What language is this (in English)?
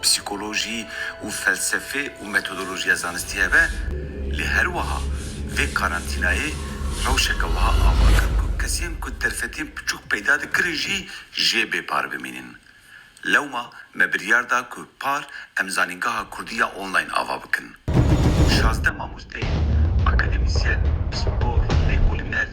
Kurdish